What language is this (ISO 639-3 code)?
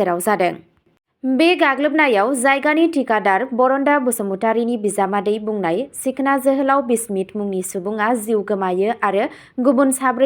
brx